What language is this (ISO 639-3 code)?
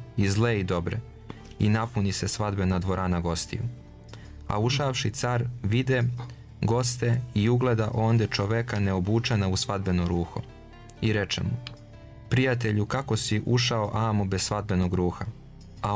srp